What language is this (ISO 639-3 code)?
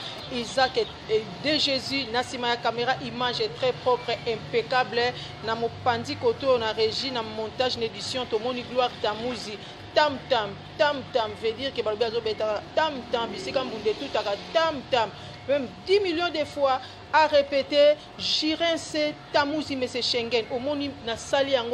lin